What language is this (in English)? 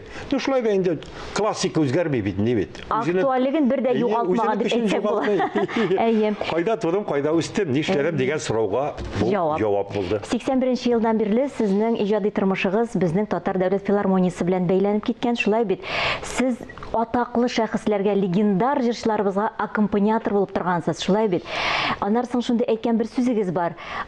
Tatar